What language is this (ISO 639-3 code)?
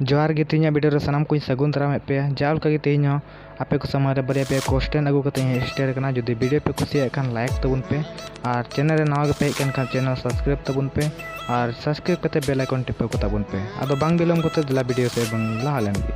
sat